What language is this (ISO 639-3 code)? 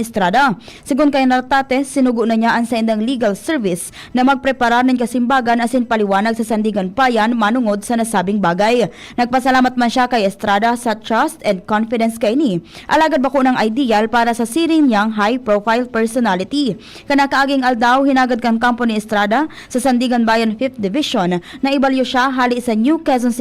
bik